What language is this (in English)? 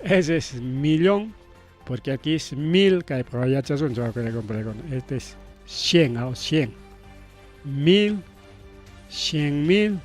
Ayacucho Quechua